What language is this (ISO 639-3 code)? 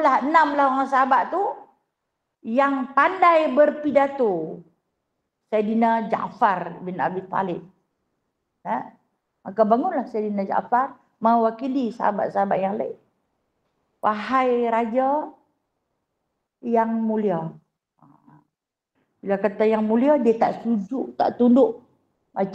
msa